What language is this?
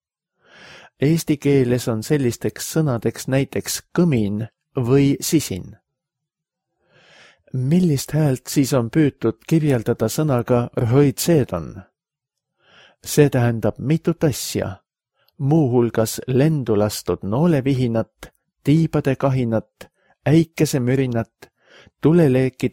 Estonian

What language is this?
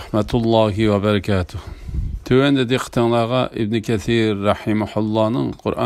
Uyghur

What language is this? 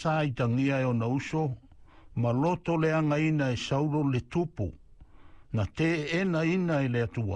Samoan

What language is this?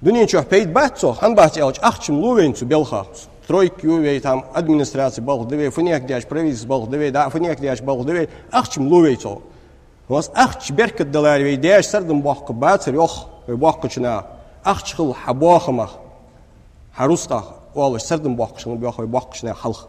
Ingush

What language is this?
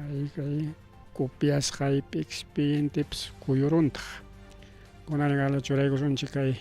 Ayacucho Quechua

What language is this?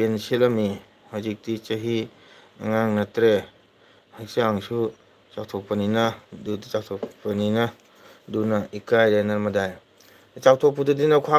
Manipuri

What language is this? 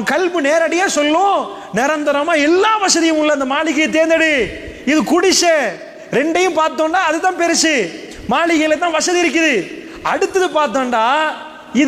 Tamil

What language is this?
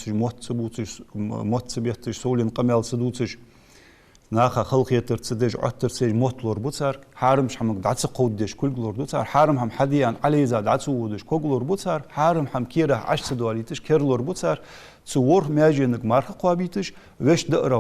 Ingush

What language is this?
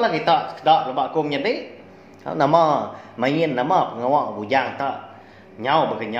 Iban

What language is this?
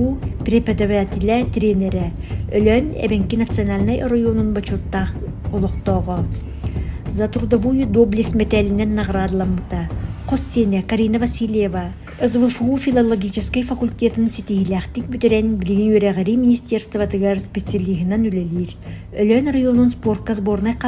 Yakut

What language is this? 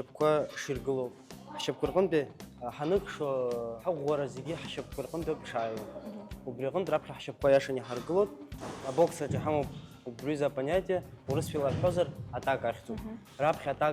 Abkhazian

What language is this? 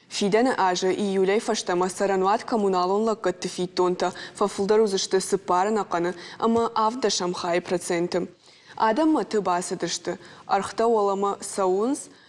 Ossetic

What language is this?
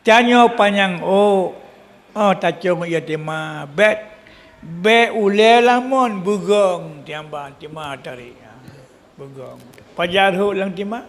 Achinese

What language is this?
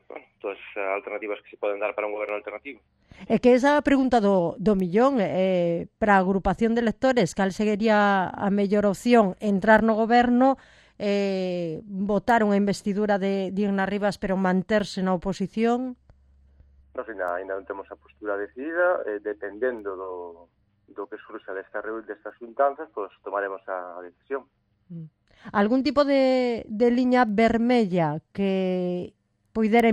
Galician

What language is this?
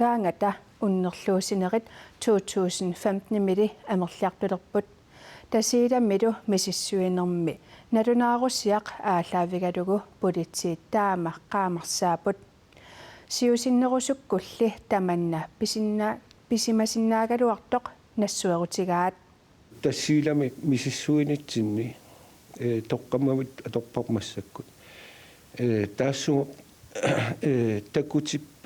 Kalaallisut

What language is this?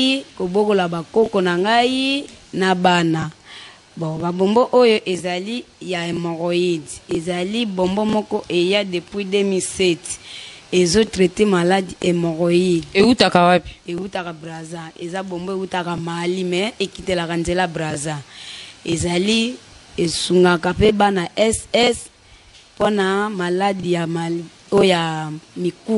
Lingala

